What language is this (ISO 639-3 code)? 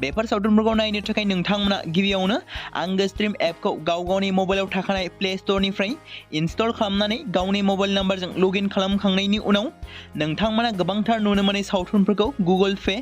brx